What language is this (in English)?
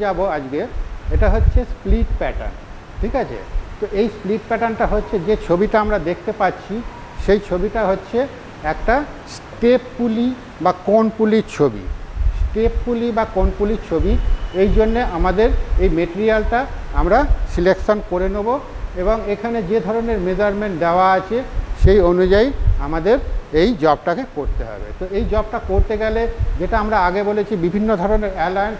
Bangla